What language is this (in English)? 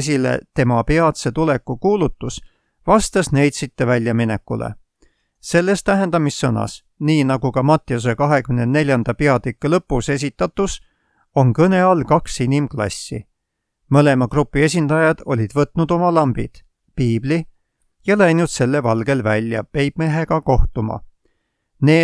Estonian